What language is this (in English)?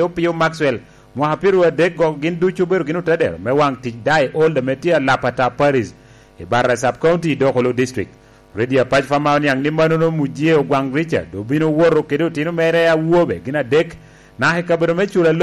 Lango (Uganda)